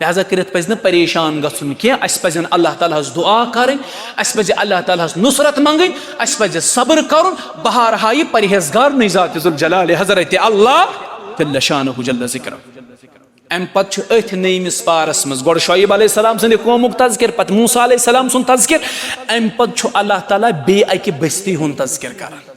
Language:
Kashmiri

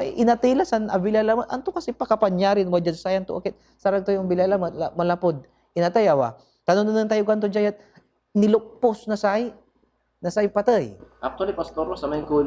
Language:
Pangasinan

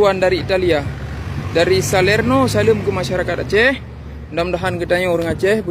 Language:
Achinese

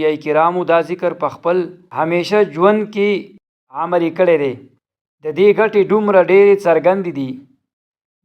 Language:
Pashto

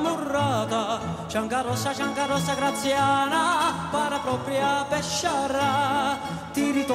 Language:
Hungarian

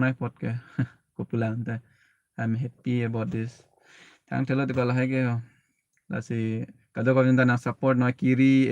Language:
Karbi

